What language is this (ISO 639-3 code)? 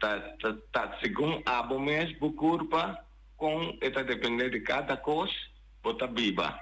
pap